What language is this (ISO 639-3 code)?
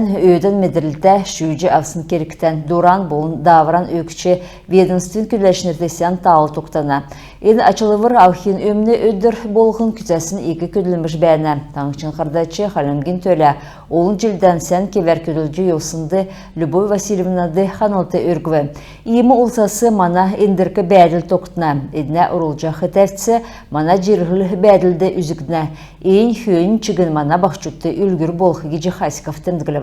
xal